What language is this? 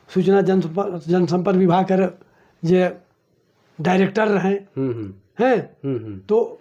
Sadri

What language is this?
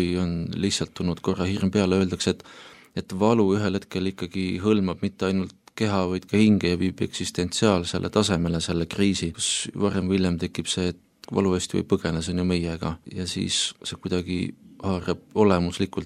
Estonian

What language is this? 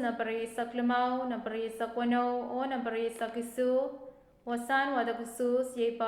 Pohnpeian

